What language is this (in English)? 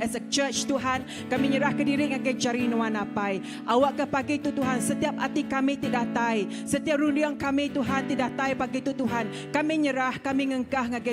Iban